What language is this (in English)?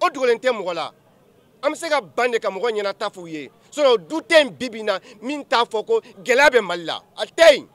Bambara